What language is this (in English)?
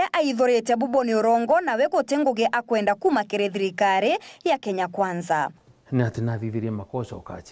Meru